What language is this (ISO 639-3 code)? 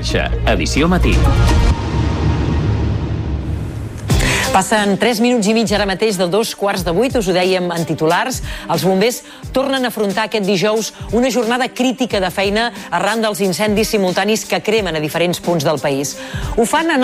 cat